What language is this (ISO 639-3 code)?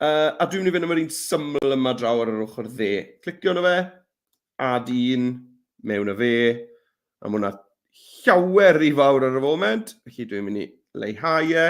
cym